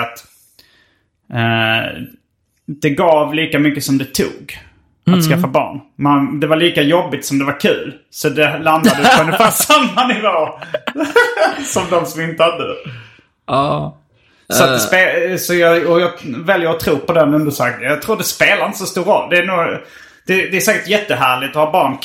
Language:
Swedish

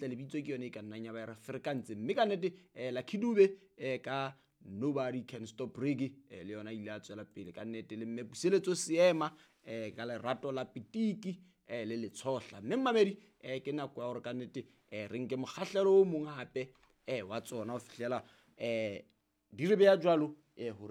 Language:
Southern Sotho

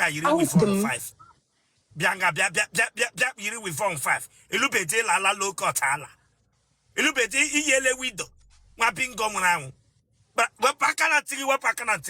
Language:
Igbo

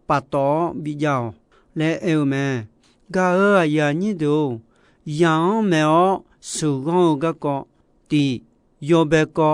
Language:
Akha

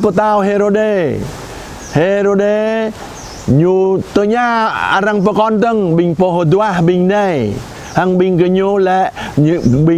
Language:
Jarai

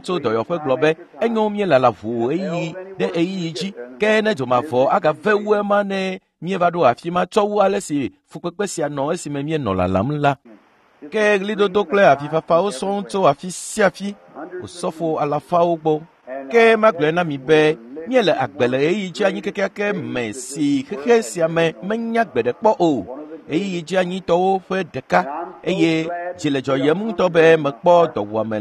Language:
Ewe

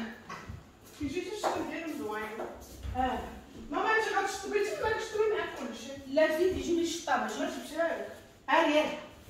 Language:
Moroccan Arabic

